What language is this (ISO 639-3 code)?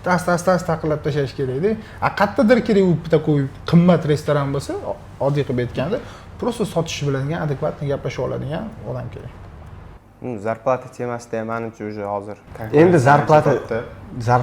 uzb